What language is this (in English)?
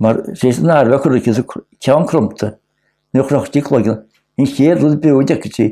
Irish